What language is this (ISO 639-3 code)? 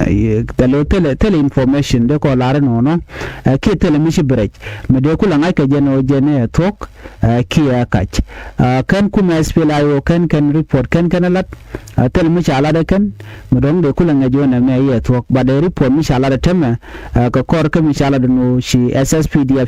nus